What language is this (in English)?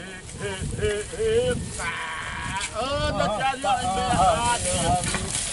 Xavánte